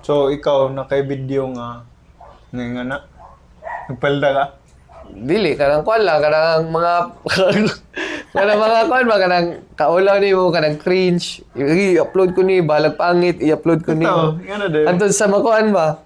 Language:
Cebuano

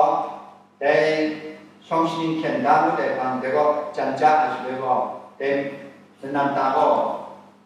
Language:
Kachin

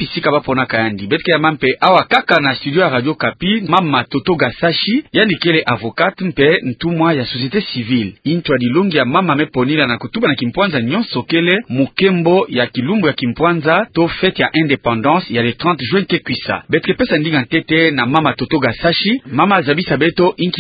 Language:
Kituba (Democratic Republic of Congo)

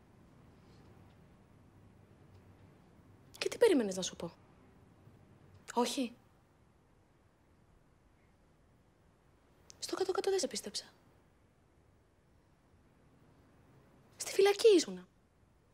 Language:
Greek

